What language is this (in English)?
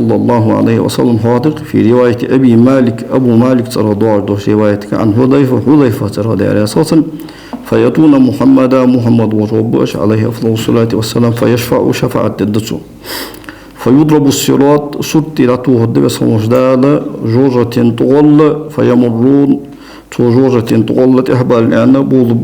Ingush